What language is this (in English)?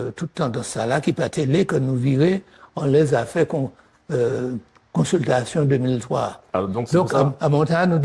Guadeloupean Creole French